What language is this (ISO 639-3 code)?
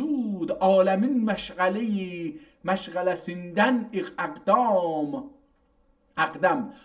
azb